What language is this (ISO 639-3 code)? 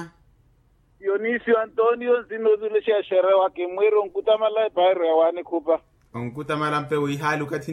vmw